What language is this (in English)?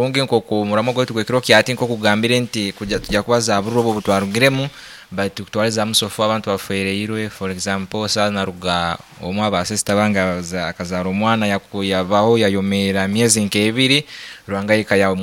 Nyankole